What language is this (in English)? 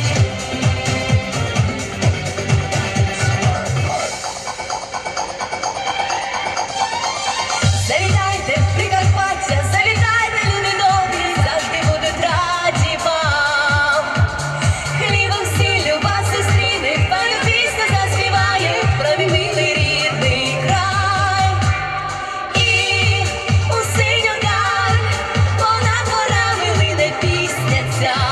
Ukrainian